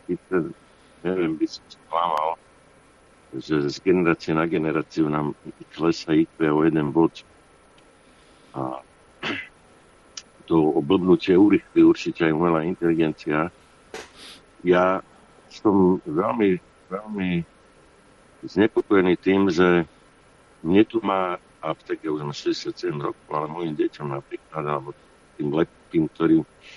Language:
Slovak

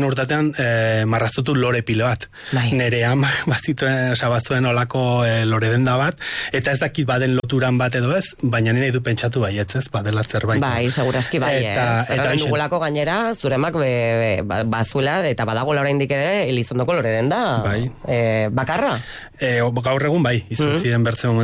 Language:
Basque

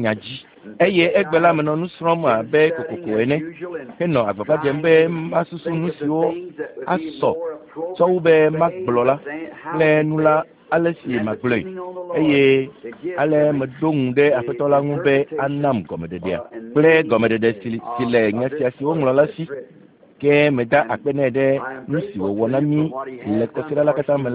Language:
Ewe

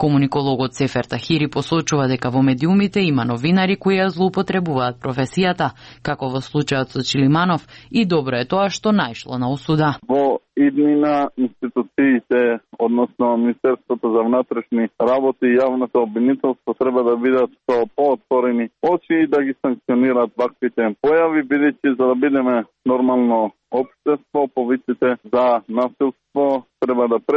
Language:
Macedonian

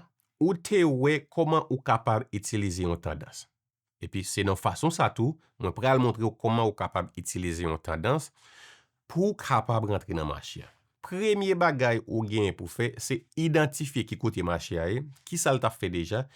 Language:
Haitian Creole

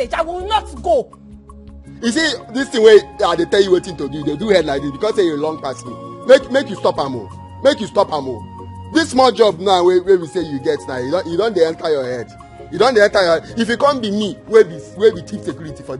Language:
Nigerian Pidgin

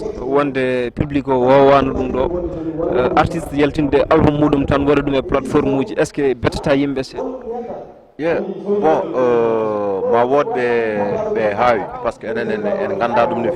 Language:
Fula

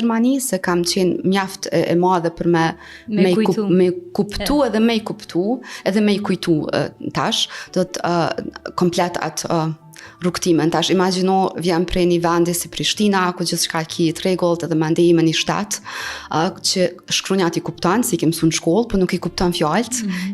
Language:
Albanian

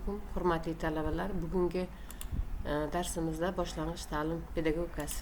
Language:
Uzbek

